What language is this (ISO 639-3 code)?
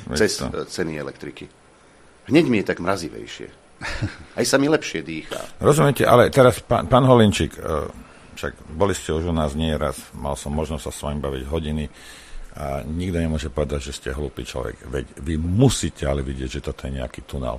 slk